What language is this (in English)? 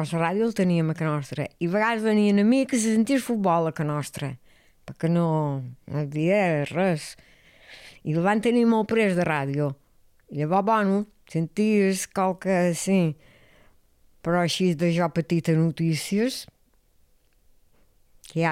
Catalan